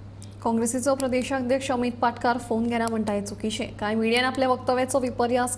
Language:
Konkani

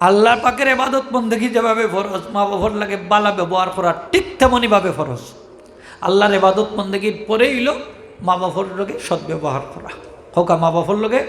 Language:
Sylheti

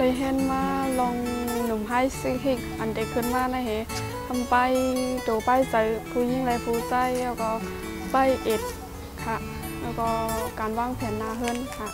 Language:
Shan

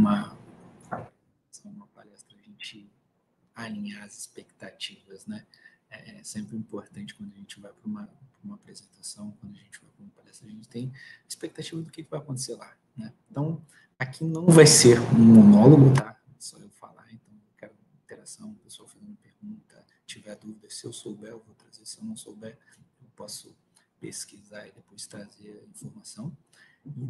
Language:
Portuguese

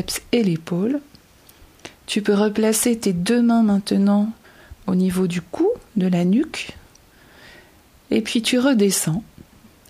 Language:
French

